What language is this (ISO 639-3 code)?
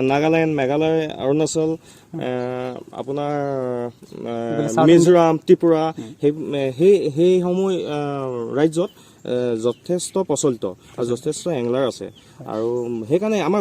asm